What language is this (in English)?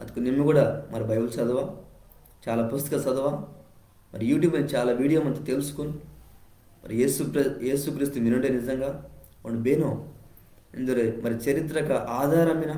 Koya